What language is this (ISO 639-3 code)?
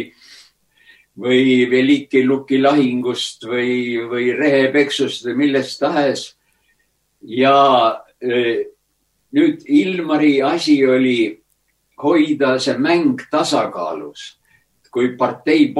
est